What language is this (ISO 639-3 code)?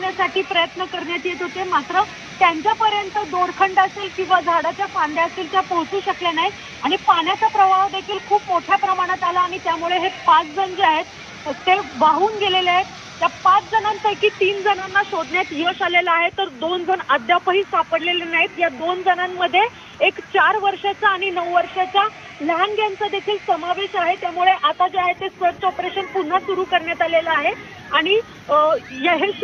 mar